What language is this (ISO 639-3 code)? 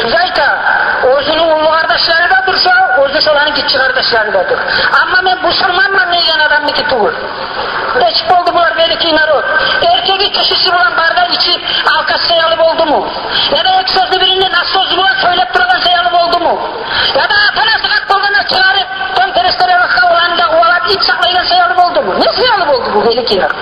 kum